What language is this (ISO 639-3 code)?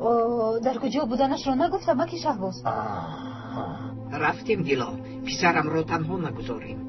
tgk